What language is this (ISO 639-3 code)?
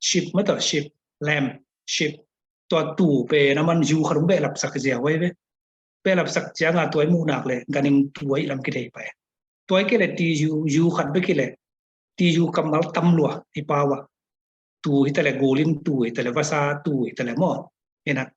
ctd